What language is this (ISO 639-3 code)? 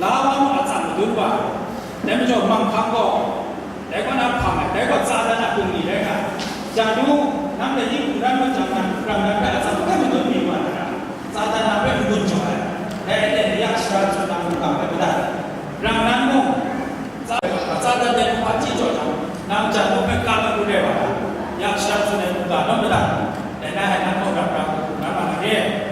kac